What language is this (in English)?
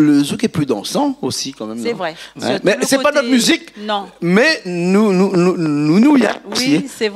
Réunion Creole French